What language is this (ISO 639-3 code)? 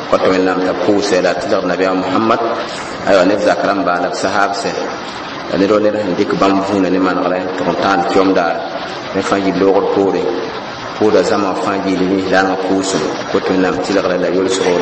mos